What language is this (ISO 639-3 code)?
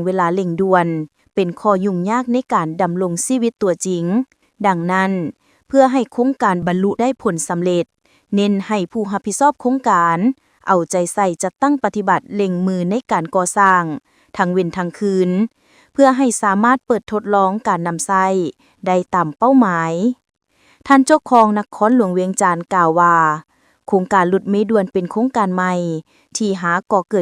lao